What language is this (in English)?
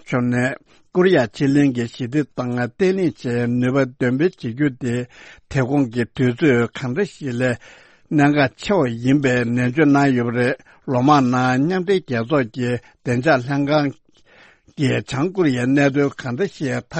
Tibetan